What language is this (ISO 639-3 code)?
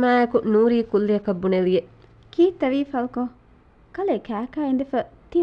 div